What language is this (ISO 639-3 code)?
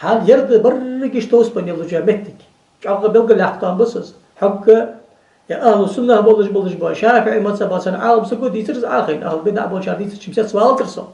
inh